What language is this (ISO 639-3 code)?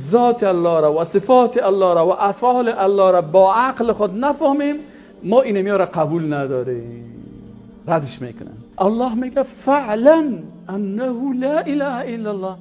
fas